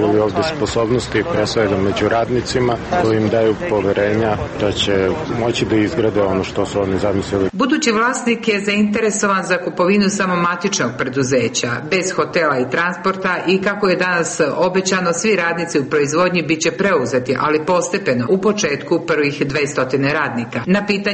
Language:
Serbian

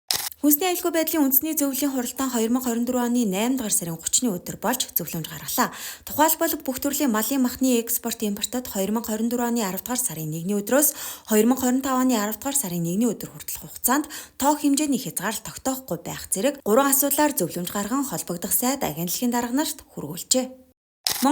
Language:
Mongolian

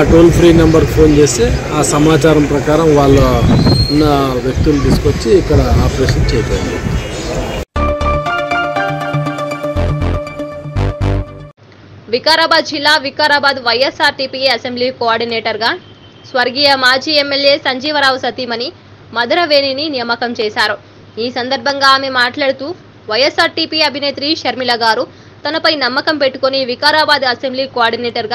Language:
Telugu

